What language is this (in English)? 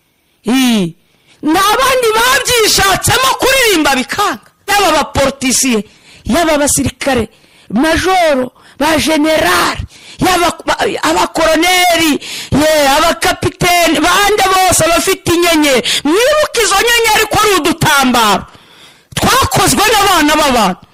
Kinyarwanda